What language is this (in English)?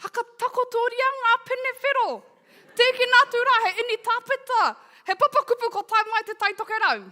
Māori